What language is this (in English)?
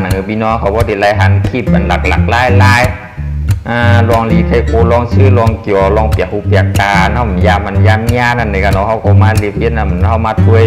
Shan